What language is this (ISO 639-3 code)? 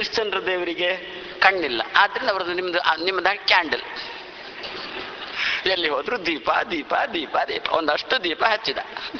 kan